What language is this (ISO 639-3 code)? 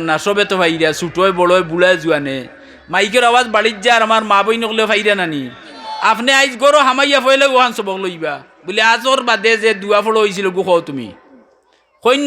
syl